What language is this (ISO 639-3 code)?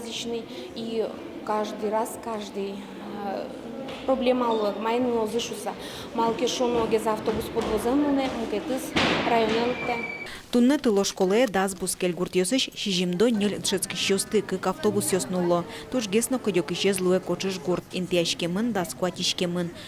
udm